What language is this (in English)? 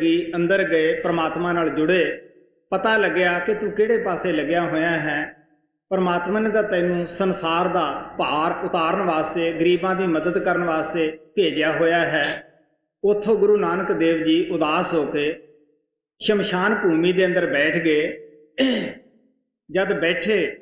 Punjabi